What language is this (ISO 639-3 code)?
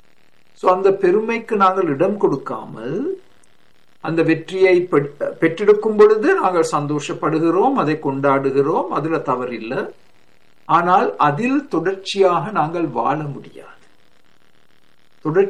tam